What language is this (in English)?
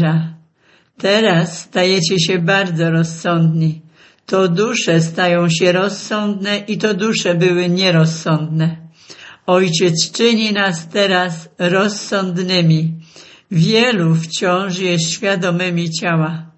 Polish